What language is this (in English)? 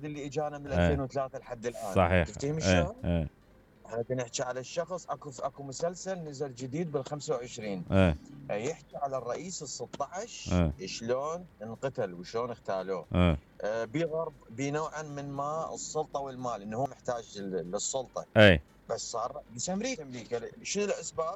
Mesopotamian Arabic